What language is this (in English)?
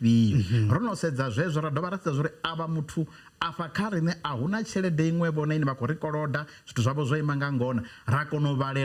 Venda